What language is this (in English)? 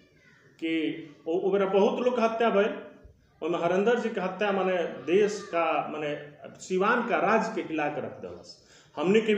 Bhojpuri